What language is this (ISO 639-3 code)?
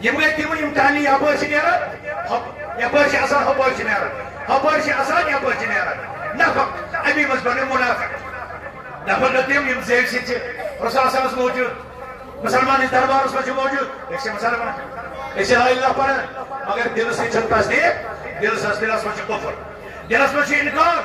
kas